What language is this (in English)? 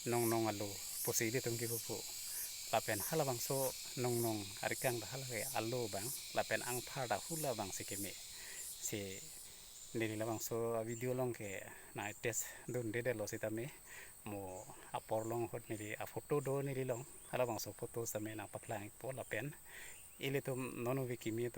Karbi